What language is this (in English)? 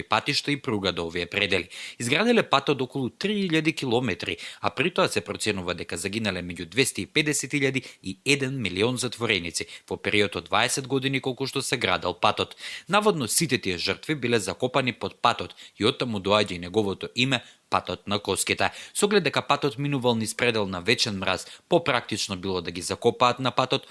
Macedonian